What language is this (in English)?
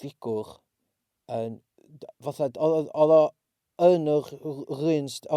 Welsh